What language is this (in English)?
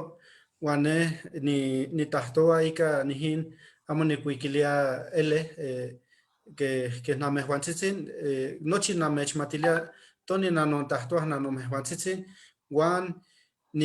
Eastern Huasteca Nahuatl